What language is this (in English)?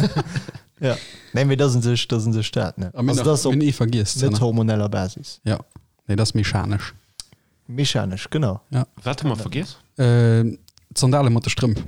Luxembourgish